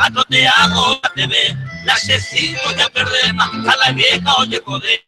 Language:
Guarani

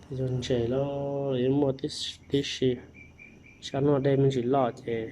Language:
Hmong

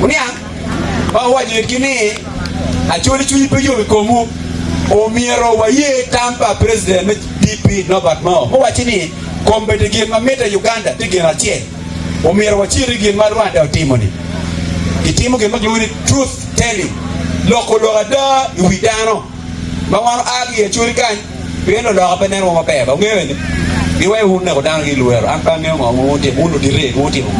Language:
Acoli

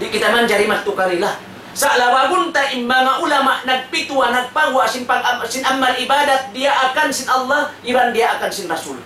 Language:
Tausug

